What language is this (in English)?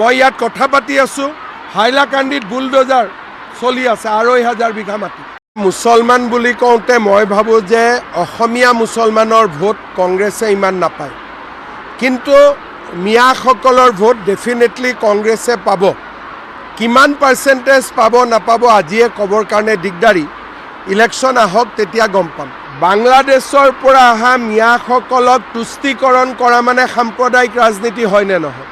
Assamese